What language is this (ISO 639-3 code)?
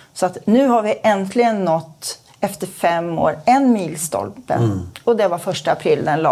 swe